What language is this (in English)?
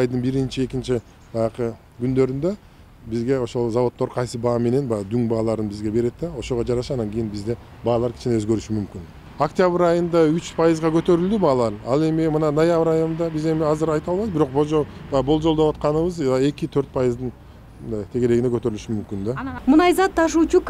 Kyrgyz